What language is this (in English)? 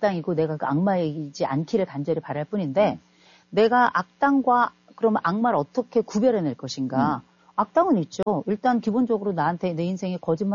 Korean